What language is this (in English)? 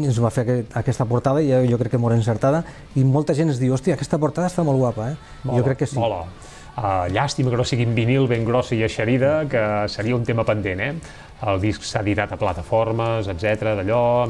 Catalan